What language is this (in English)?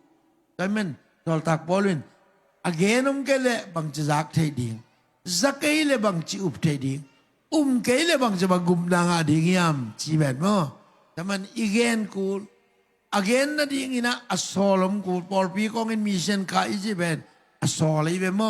Tedim Chin